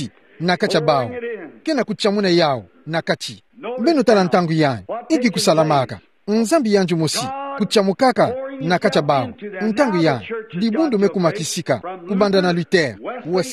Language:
Kituba (Democratic Republic of Congo)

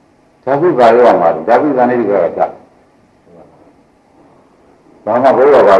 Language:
Burmese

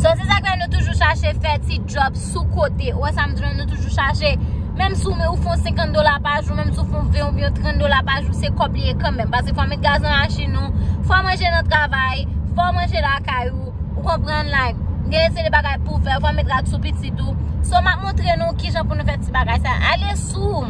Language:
Haitian Creole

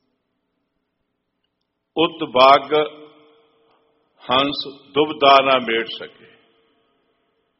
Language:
Punjabi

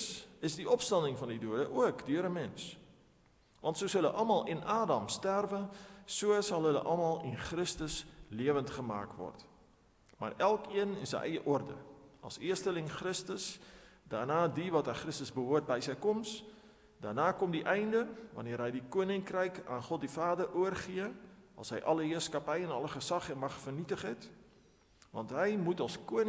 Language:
Afrikaans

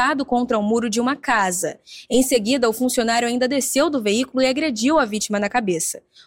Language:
Portuguese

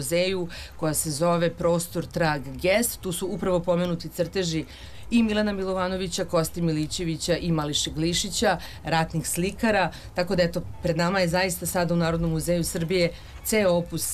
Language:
Serbian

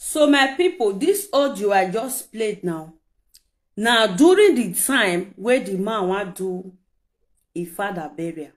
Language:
Nigerian Pidgin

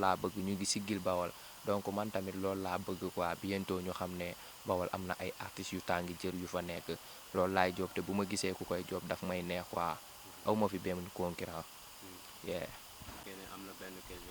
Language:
Wolof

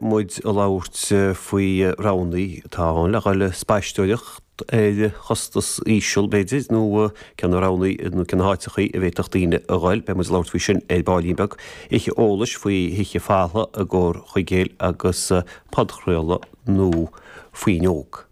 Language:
Irish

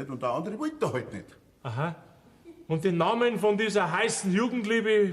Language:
Bavarian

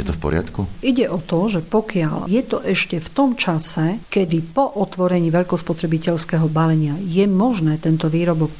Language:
Slovak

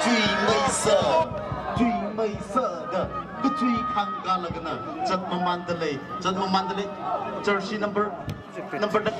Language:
Tangkhul Naga (India)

